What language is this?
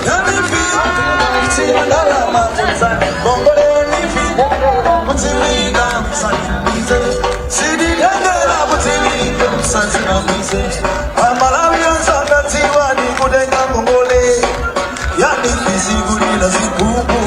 Nyanja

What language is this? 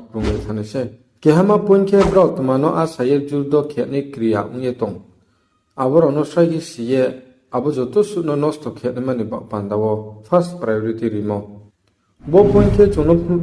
Riang (India)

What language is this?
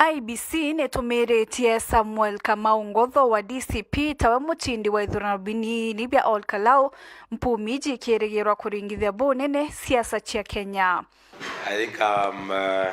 Meru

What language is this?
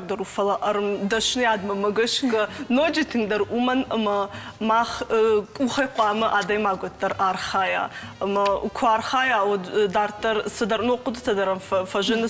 Ossetic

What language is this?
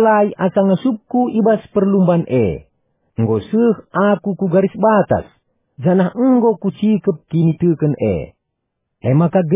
Batak Karo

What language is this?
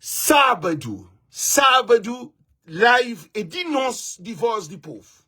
Kabuverdianu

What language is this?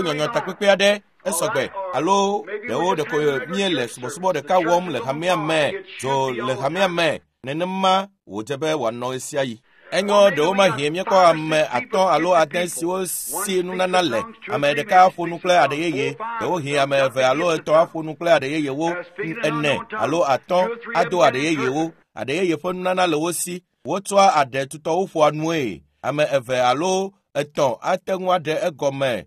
Ewe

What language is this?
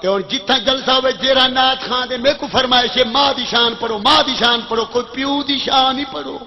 Saraiki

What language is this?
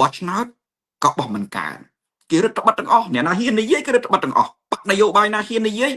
Khmer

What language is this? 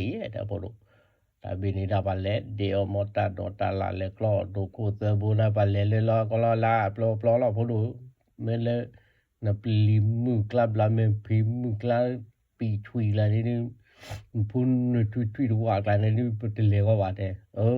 S'gaw Karen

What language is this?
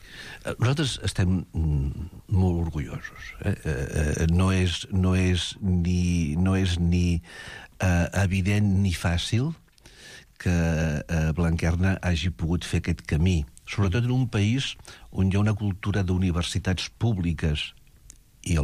Catalan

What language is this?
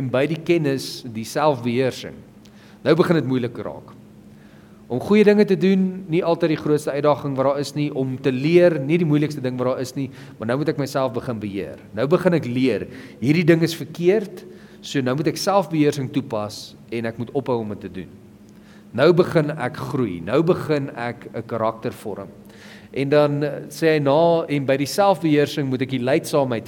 Afrikaans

